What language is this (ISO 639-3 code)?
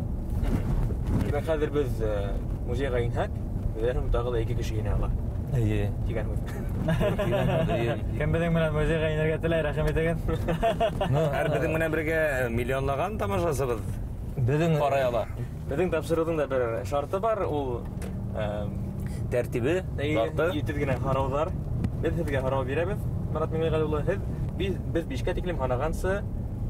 bak